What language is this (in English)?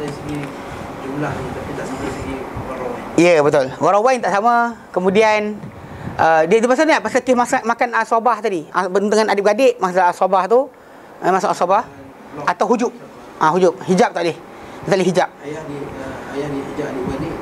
Malay